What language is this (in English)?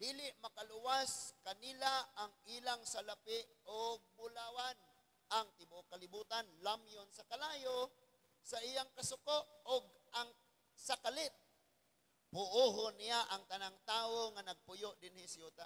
Cebuano